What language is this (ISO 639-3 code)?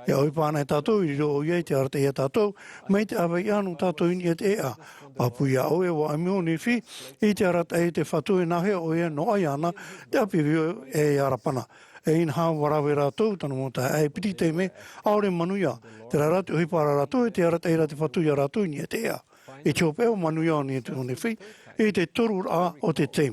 tah